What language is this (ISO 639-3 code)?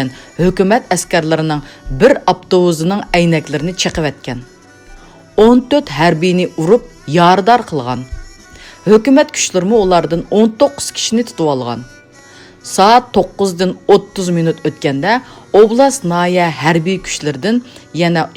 uig